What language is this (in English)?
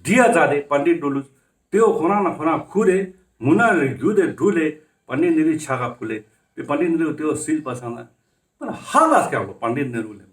Ladakhi